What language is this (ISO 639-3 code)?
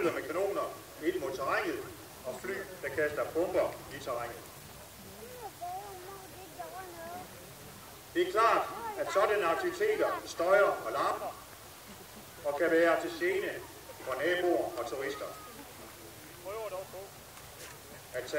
dan